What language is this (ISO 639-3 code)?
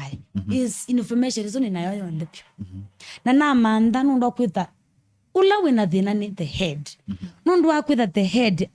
kam